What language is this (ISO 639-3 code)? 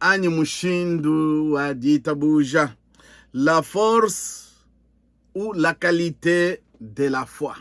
lua